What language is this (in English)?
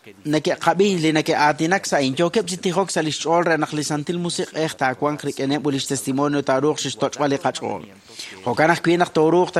Kekchí